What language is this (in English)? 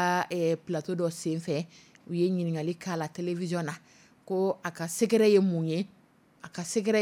Dyula